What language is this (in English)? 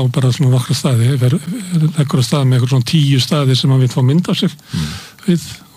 Icelandic